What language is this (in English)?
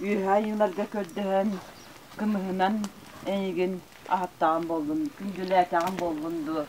Yakut